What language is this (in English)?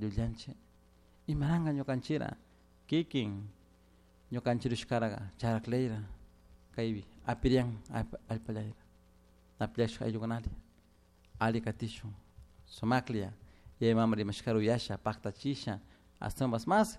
Chimborazo Highland Quichua